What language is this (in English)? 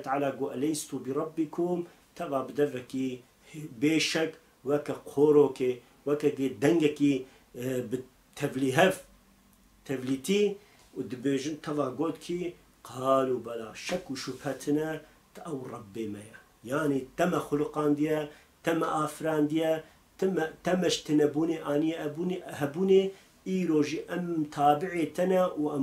Kurdish